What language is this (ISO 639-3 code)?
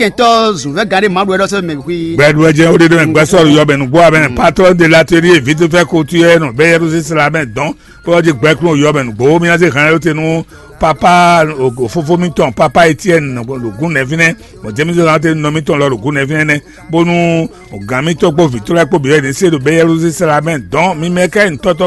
fon